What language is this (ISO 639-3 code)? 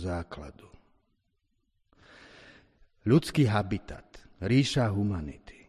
slk